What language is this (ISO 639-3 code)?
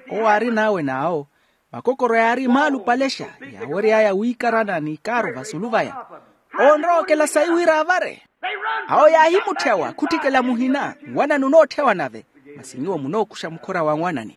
vmw